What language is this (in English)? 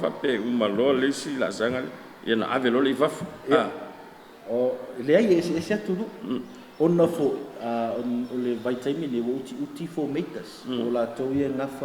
Samoan